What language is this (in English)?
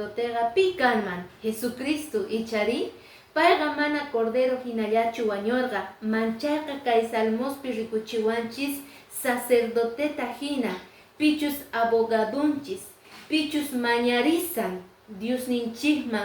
Quechua